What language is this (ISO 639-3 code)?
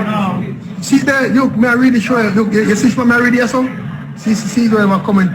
jam